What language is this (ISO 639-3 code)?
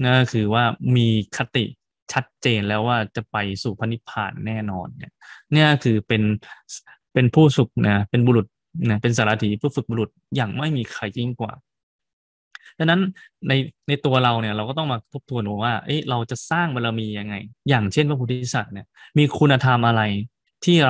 tha